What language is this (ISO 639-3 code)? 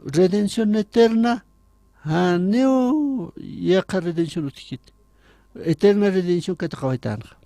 aym